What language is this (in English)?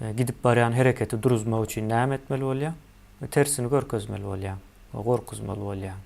Turkmen